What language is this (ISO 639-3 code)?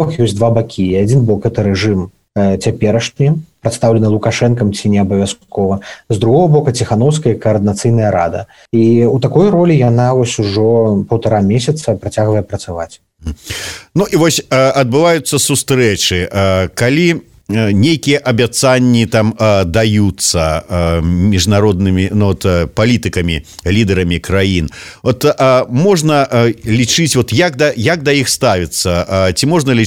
bel